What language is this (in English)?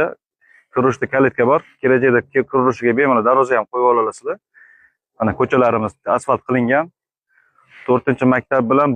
Uzbek